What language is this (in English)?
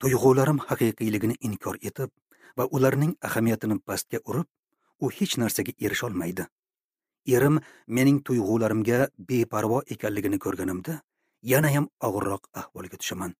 Uzbek